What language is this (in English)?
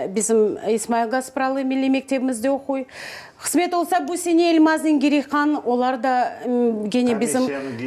Crimean Tatar